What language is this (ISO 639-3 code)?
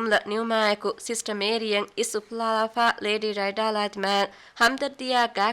div